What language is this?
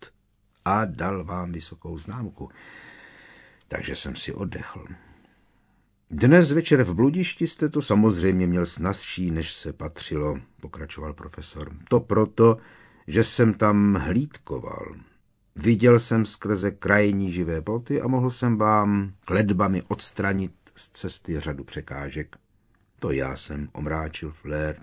Czech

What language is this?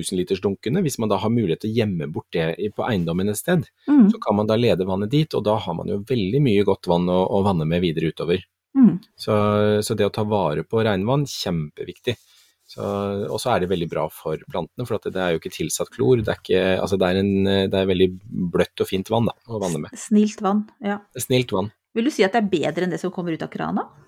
Norwegian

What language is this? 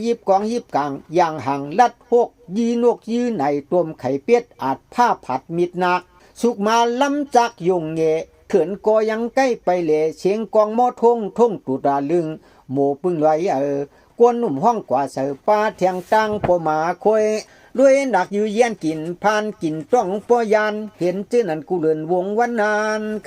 Shan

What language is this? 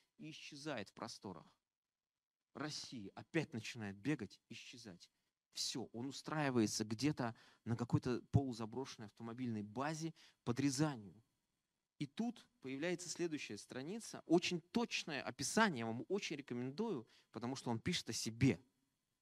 Russian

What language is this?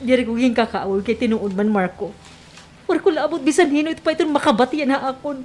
Waray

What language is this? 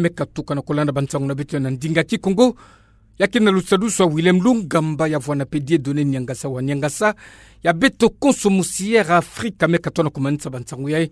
Kituba (Democratic Republic of Congo)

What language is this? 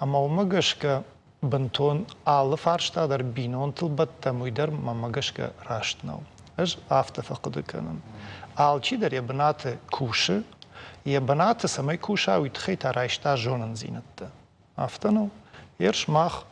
Ossetic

